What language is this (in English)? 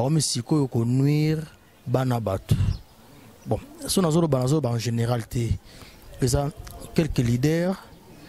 Lingala